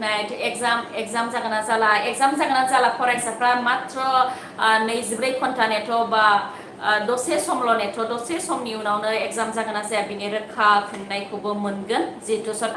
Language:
Bodo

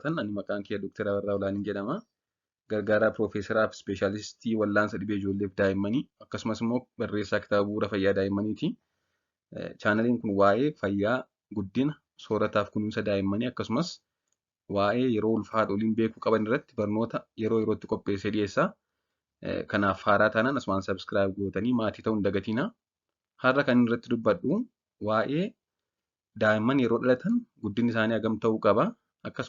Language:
Oromo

